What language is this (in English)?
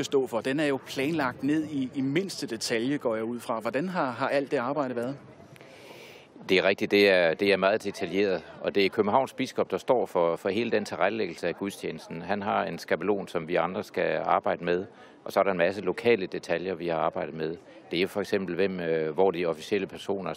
Danish